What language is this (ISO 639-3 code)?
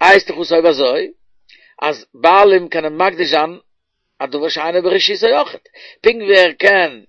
yid